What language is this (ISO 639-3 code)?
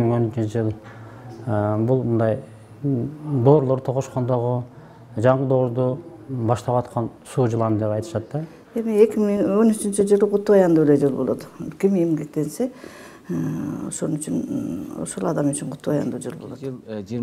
kir